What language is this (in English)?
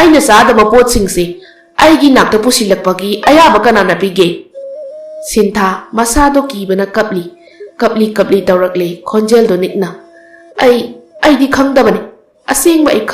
Manipuri